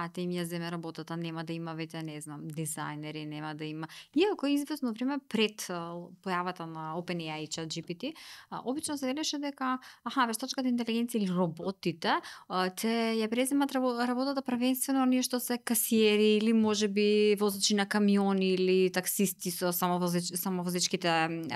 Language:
Macedonian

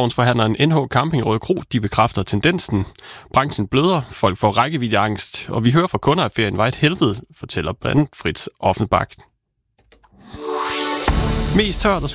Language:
Danish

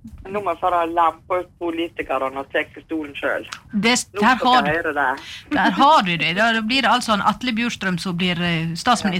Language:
Norwegian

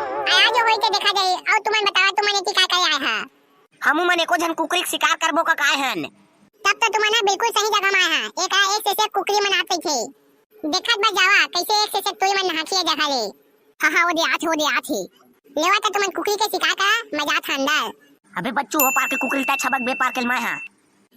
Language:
Chhattisgarhi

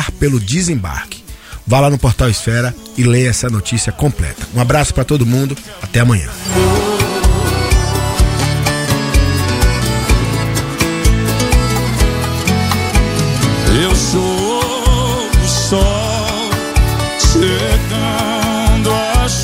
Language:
Portuguese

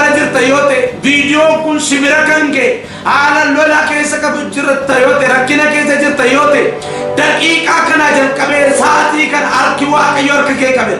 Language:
Oromo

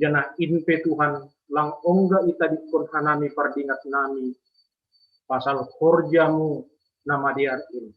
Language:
Batak Simalungun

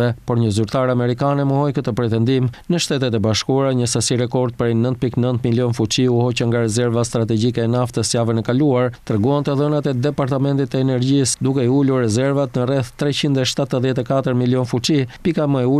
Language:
Albanian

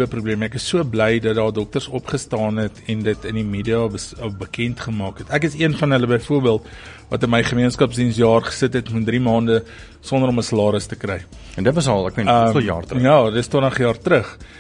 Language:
Afrikaans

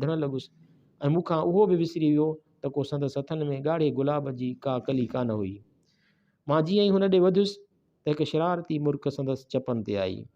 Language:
Sindhi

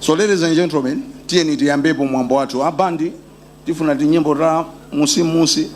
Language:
Nyanja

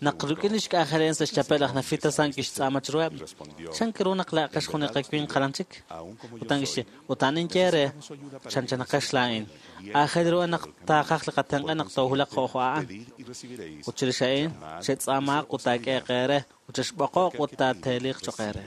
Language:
Kekchí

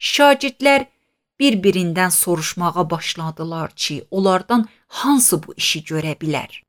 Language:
Azerbaijani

